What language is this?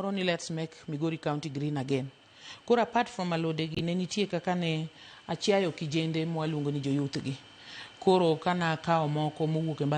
Luo (Kenya and Tanzania)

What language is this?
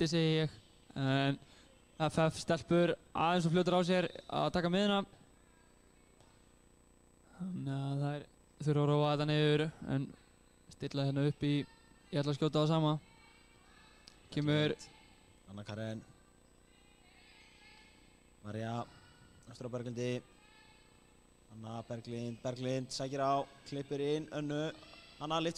Icelandic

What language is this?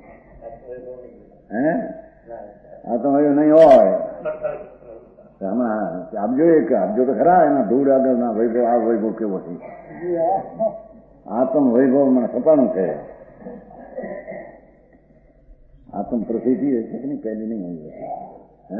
Gujarati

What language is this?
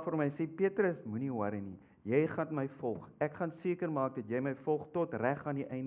Afrikaans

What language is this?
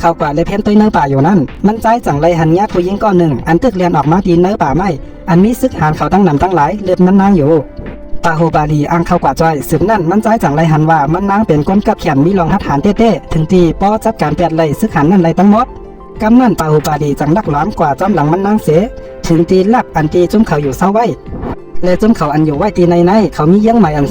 Shan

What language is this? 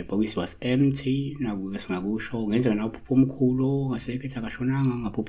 Zulu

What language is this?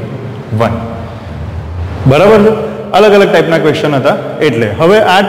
Gujarati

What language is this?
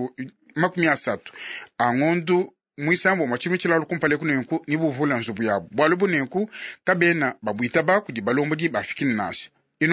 Luba-Lulua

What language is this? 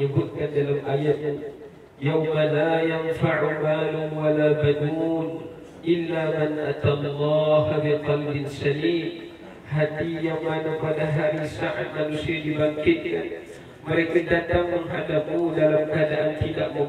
Malay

